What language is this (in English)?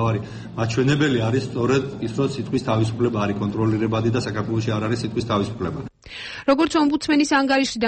Georgian